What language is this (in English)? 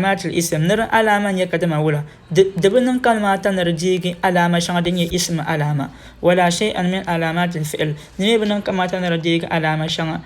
Dagbani